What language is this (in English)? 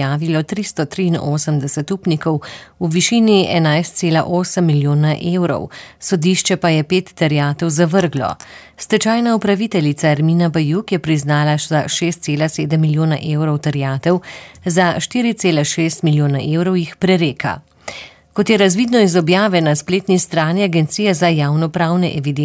Slovenian